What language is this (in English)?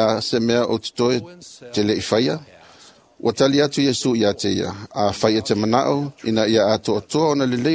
Samoan